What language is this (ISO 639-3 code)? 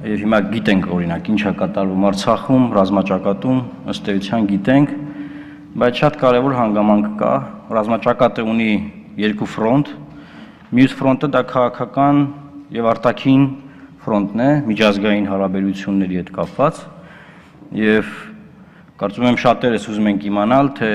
hye